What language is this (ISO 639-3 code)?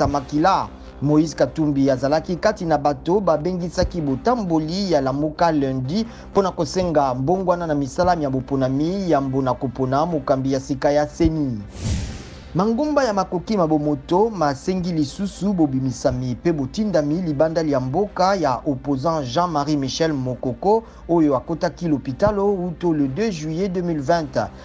lin